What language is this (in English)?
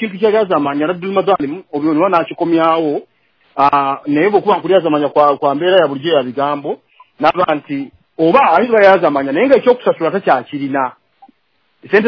Ganda